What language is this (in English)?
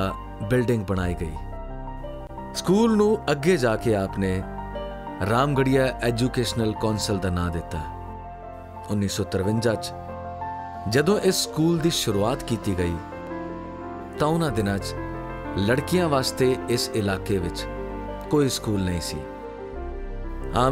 Punjabi